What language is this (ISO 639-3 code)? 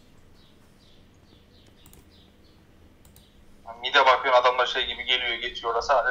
tur